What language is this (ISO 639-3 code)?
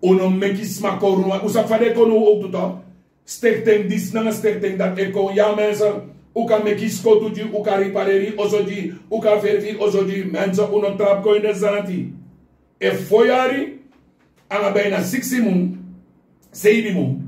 srn